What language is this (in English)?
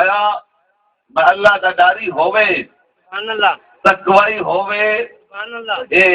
Saraiki